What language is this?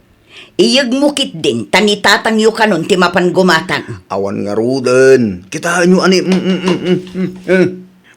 Iloko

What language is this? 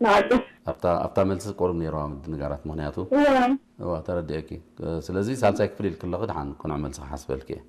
Tigrinya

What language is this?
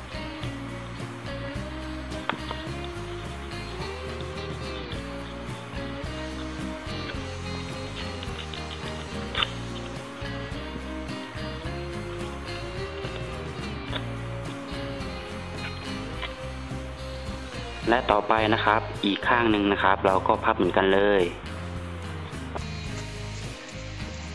Thai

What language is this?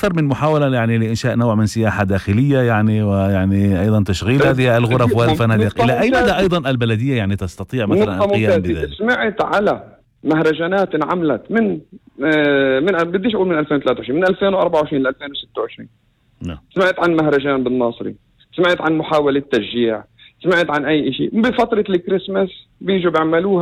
North Levantine Arabic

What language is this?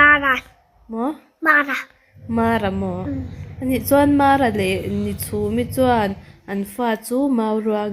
Mizo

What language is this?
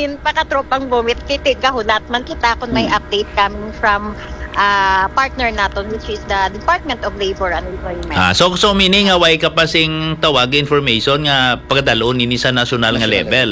Hiligaynon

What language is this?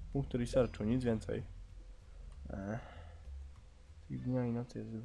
Polish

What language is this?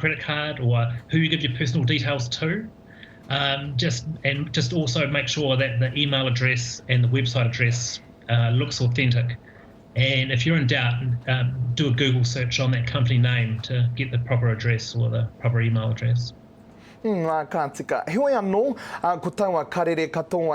Māori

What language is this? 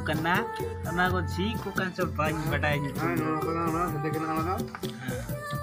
Santali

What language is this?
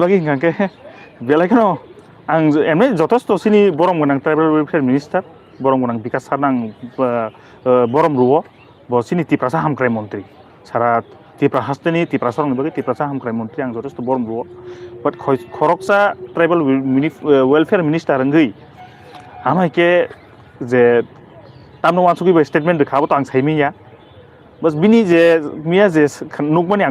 Kok Borok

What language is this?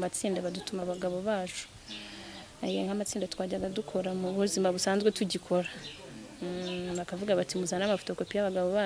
Kinyarwanda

